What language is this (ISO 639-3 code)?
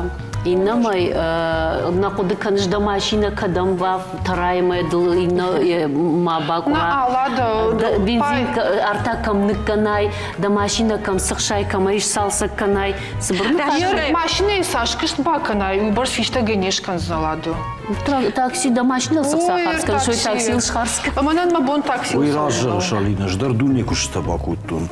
oss